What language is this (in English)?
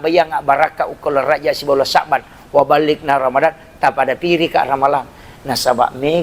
Buginese